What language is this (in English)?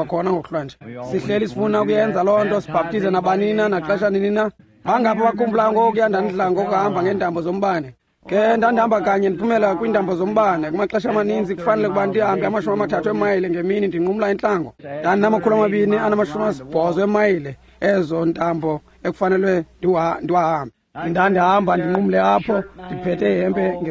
Xhosa